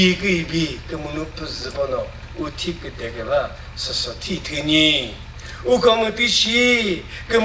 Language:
Chokri Naga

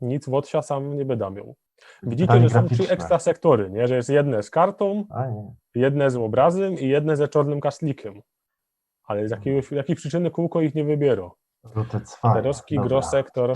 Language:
Silesian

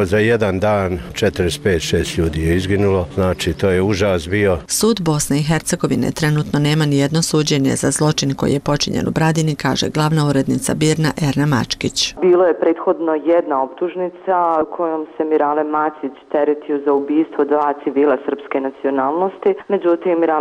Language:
Bosnian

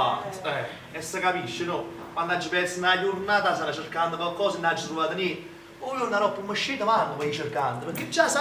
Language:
Neapolitan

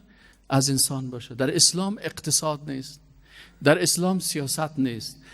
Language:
Persian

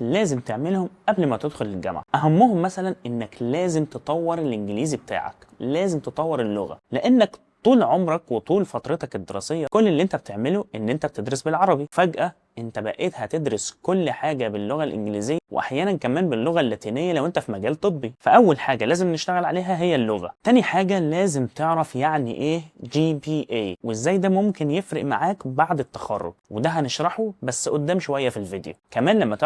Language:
Egyptian Arabic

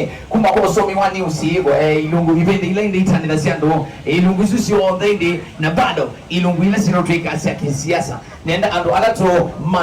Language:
Kamba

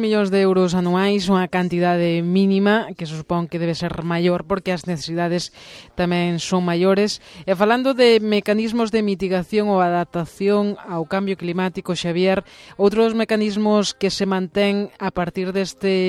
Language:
Galician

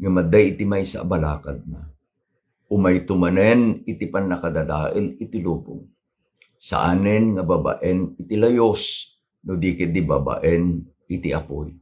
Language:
Iloko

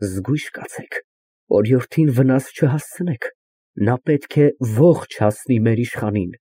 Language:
Armenian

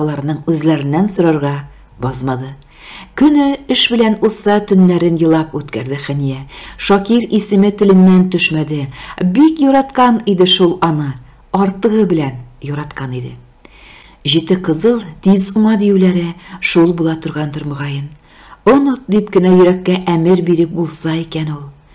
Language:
Tatar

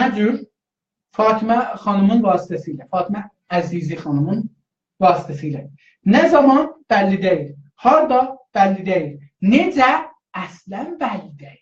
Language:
South Azerbaijani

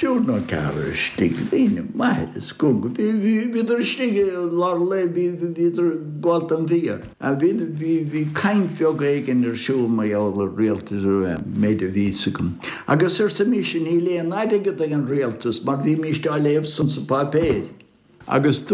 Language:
Irish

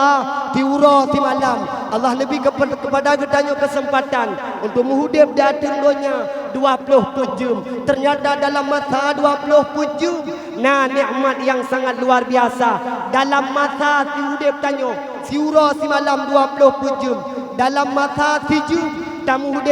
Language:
Achinese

